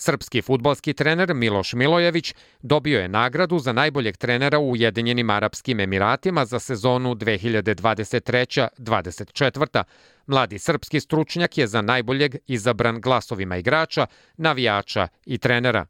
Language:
Serbian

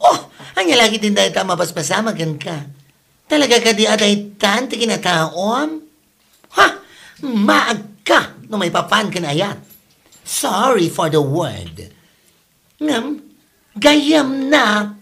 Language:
Iloko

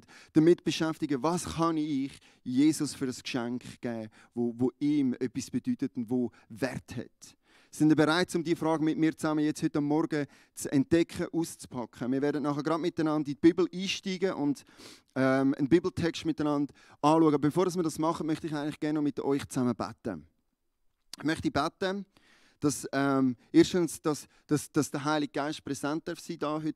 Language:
Swiss German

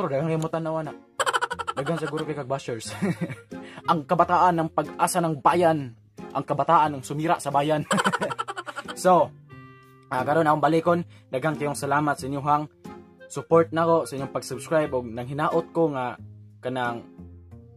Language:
Cebuano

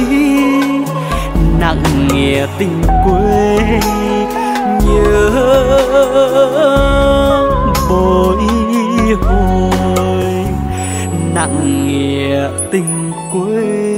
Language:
Vietnamese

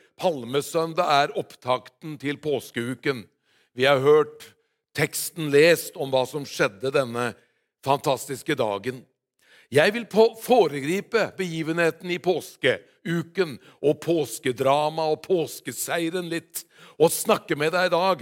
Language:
Norwegian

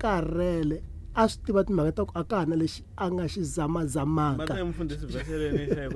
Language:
Tsonga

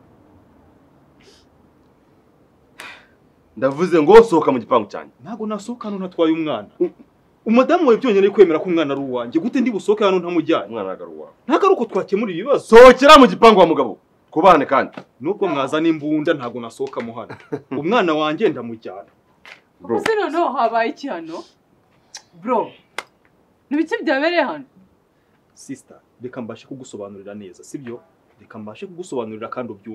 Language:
Kinyarwanda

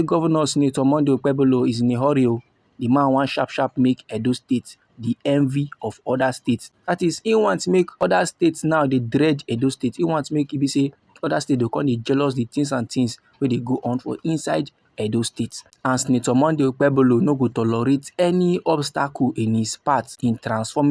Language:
Nigerian Pidgin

